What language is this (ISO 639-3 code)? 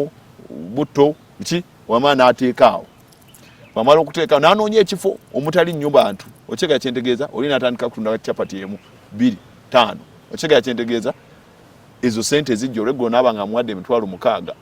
lug